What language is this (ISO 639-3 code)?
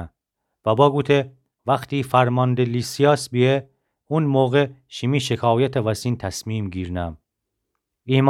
glk